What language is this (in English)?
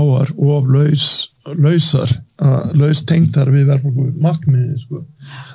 Icelandic